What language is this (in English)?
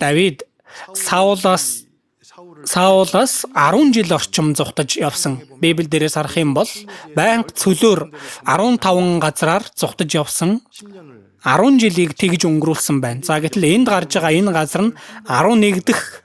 Mongolian